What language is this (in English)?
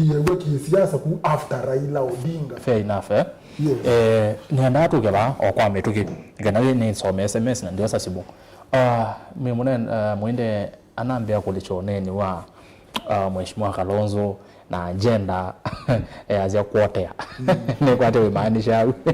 Kamba